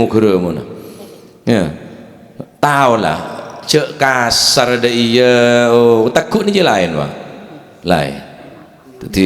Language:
Madurese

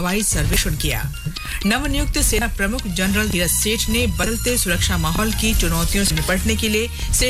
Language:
Hindi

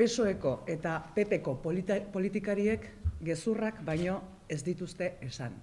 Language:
Basque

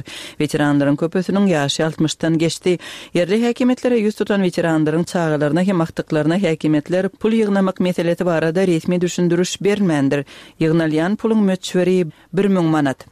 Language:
Turkmen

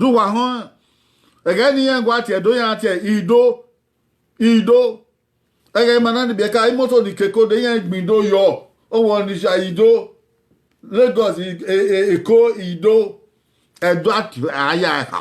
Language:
Bini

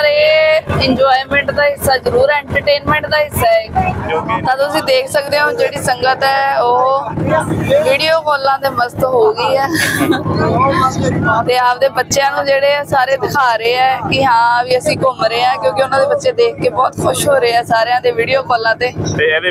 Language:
Punjabi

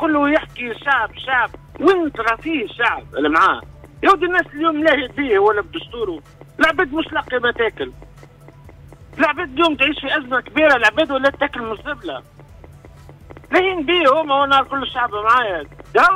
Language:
Tunisian Arabic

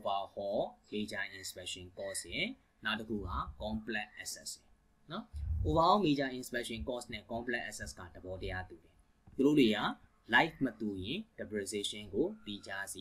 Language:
Burmese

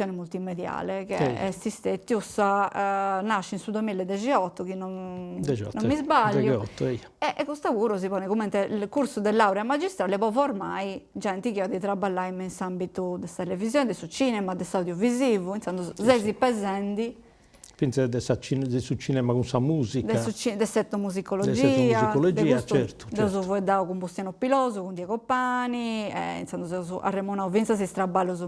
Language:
Sardinian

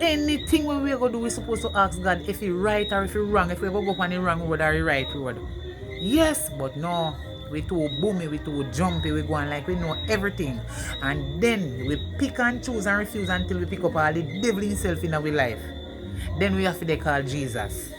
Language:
Jamaican Creole English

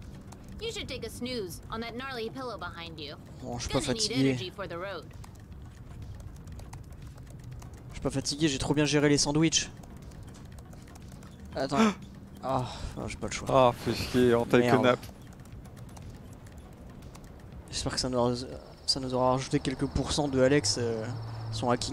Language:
French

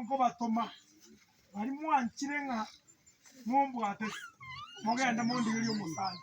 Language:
Gusii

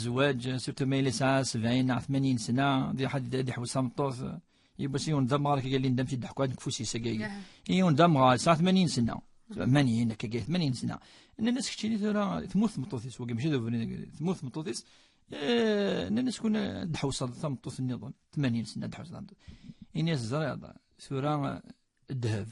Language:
Kabyle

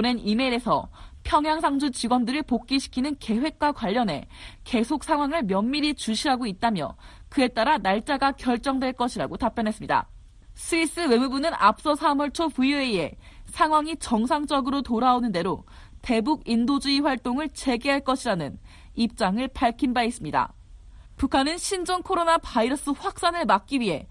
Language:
Korean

